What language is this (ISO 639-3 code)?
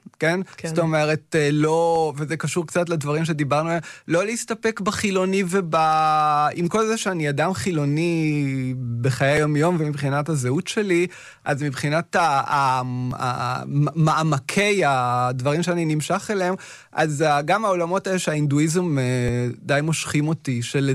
heb